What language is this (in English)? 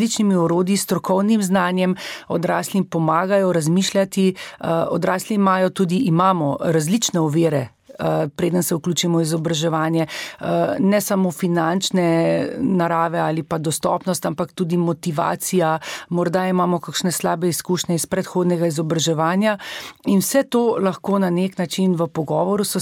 Slovenian